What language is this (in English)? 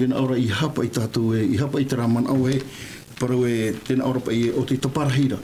Tahitian